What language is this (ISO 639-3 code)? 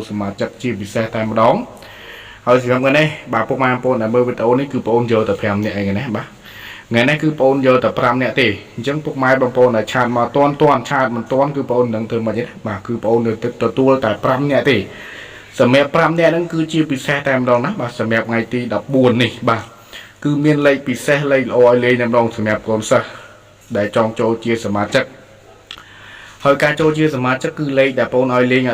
khm